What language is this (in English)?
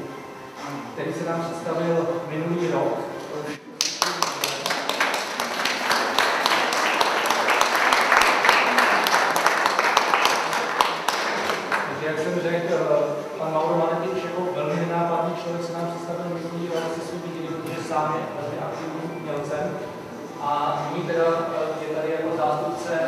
Czech